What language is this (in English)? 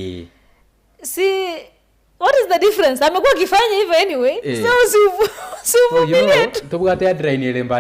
Gusii